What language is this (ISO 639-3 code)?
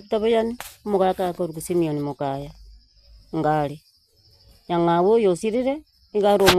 guz